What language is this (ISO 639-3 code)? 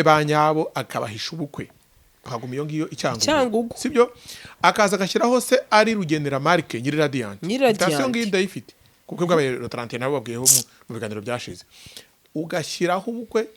kin